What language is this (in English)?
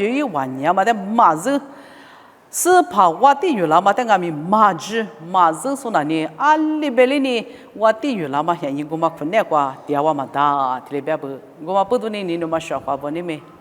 Lisu